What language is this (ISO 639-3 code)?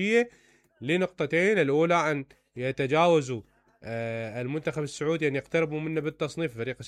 acm